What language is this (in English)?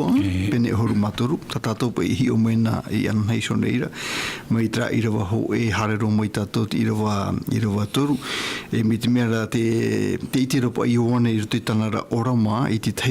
Tahitian